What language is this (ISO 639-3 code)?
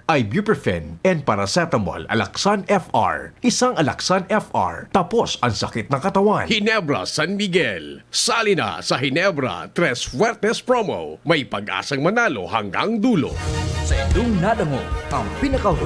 bik